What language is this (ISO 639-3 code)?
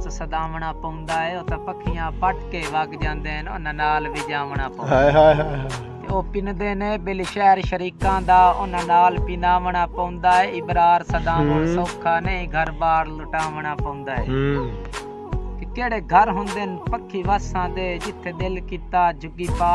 skr